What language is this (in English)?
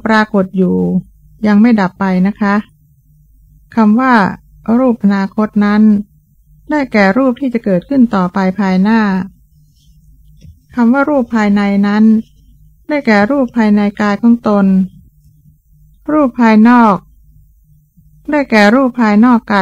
Thai